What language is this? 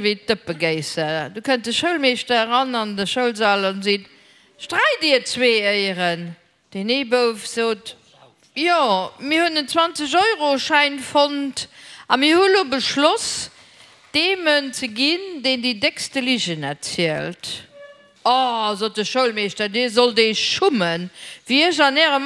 Luxembourgish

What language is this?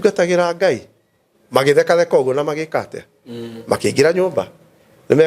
Kikuyu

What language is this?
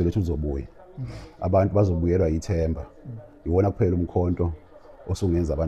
Zulu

